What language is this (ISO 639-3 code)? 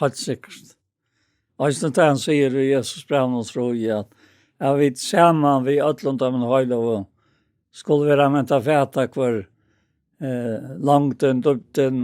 fao